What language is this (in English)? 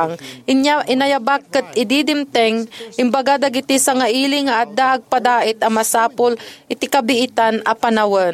Iloko